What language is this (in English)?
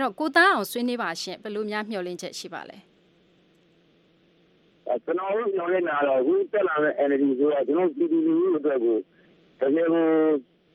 Burmese